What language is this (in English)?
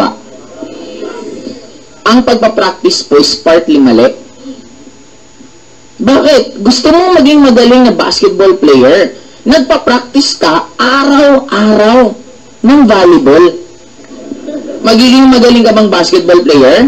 Filipino